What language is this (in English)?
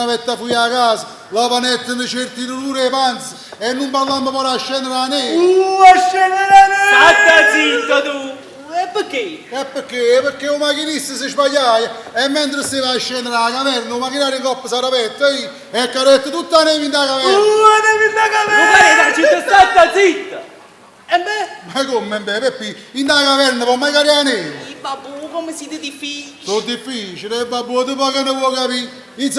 Neapolitan